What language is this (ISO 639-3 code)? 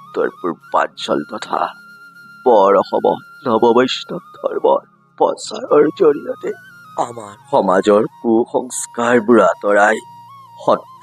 asm